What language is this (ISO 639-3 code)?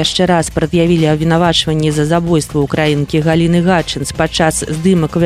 bel